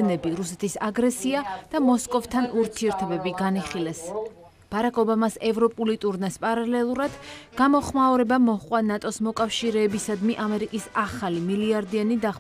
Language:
Georgian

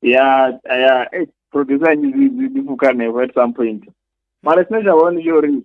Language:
Venda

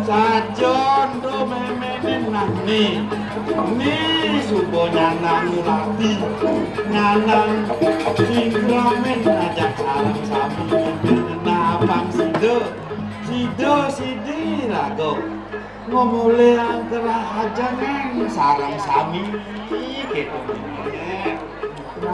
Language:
Balinese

